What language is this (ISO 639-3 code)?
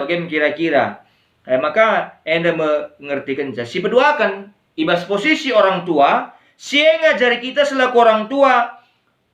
btx